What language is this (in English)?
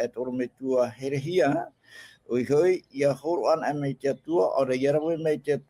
Tahitian